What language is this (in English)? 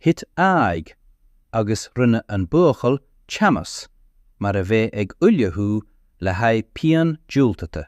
Irish